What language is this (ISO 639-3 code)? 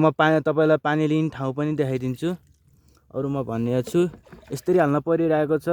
nep